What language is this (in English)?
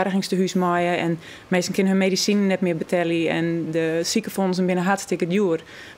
Western Frisian